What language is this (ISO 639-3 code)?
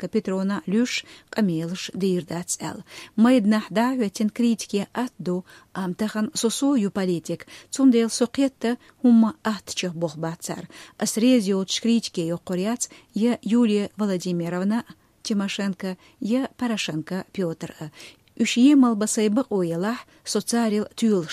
che